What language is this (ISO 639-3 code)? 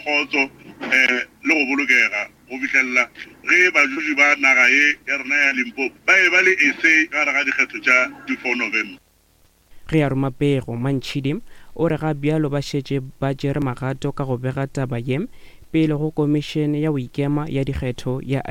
nso